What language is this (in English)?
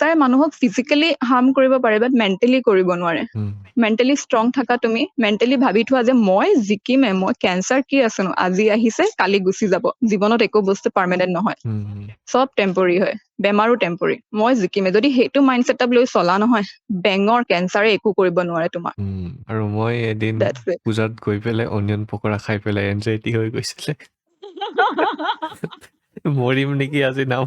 Assamese